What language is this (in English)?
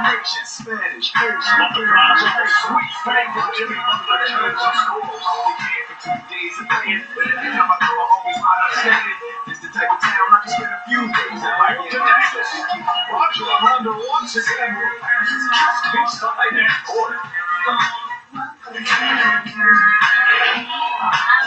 French